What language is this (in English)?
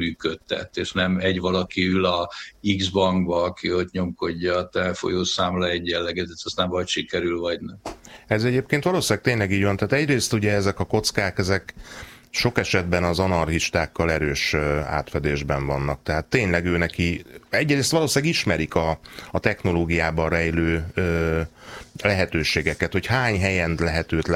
Hungarian